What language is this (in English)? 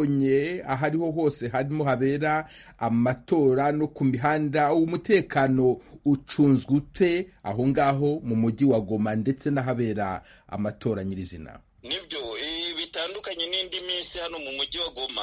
Kinyarwanda